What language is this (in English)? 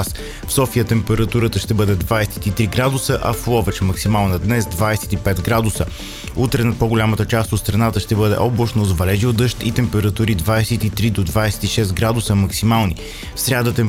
Bulgarian